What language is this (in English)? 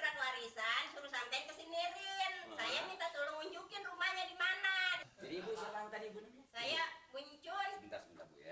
Betawi